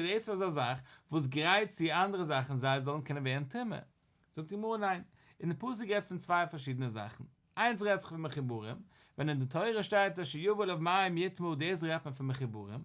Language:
Yiddish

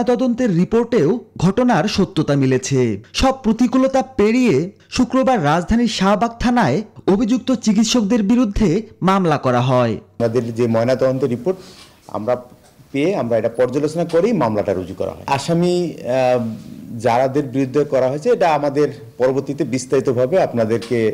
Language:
Bangla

